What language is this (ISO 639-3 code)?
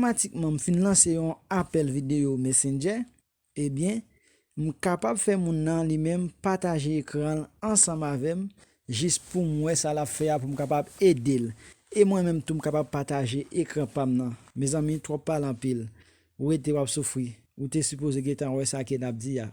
hat